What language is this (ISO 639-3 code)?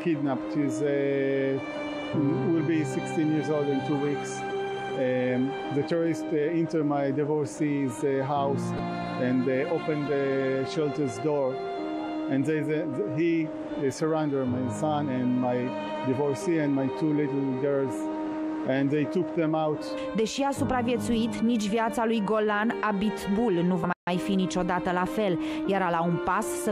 ron